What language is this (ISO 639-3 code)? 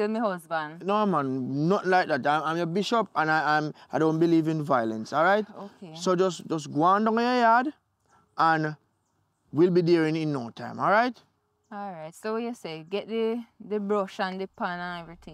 jam